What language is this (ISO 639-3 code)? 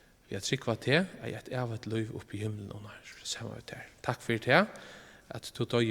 fao